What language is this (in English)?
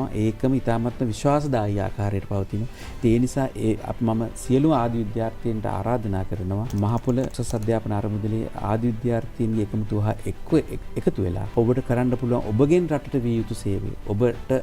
Sinhala